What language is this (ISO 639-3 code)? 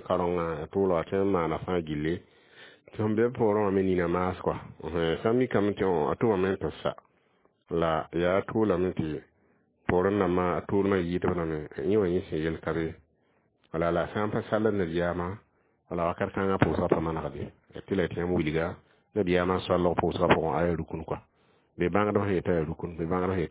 mos